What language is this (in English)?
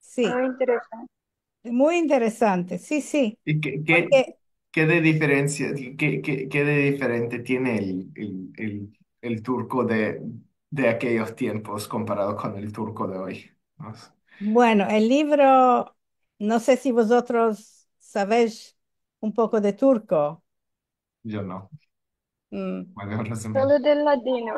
Ladino